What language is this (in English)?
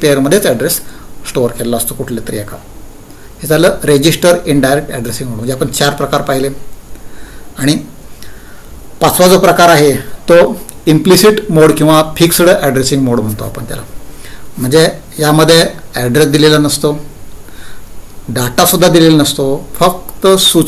Marathi